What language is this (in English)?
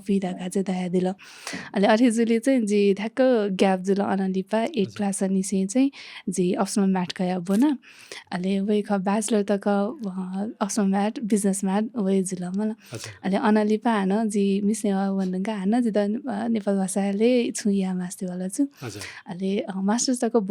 Newari